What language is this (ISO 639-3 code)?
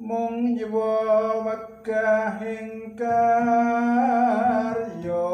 jav